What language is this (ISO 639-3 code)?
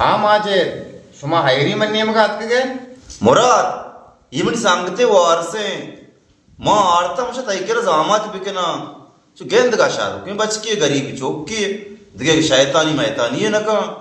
bal